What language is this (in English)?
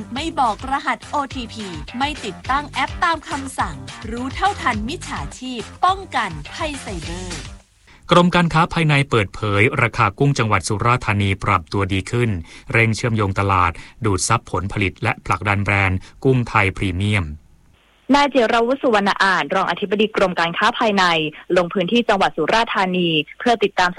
Thai